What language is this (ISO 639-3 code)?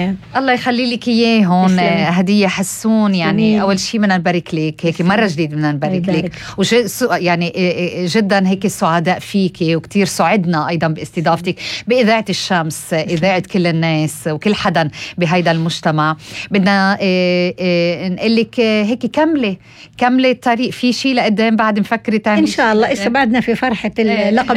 apc